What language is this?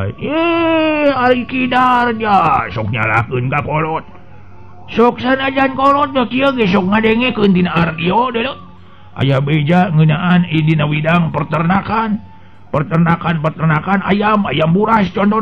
Sundanese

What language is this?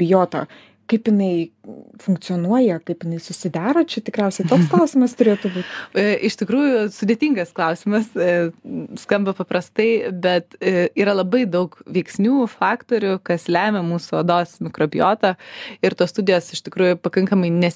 Lithuanian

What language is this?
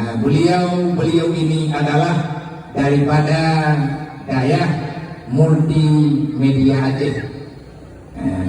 Achinese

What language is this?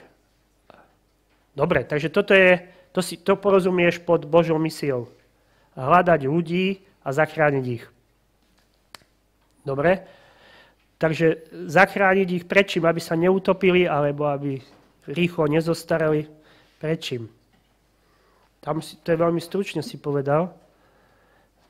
Slovak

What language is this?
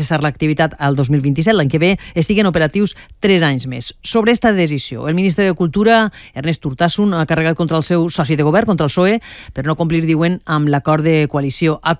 Catalan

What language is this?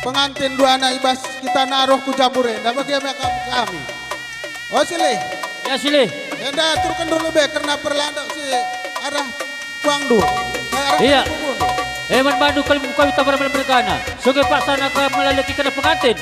Batak Karo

